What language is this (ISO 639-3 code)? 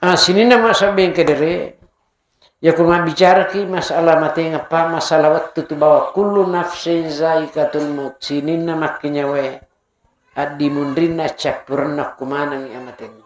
bug